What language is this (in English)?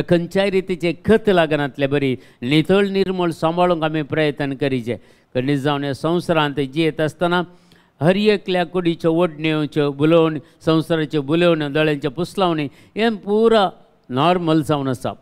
Konkani